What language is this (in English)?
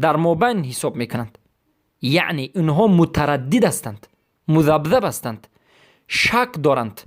Persian